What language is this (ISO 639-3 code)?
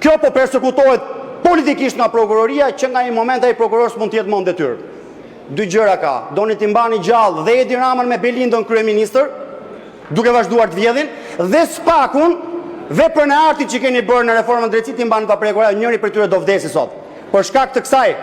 sqi